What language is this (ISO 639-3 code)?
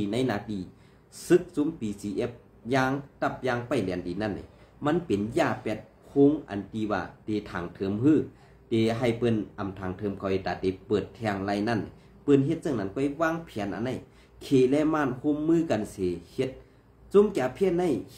shn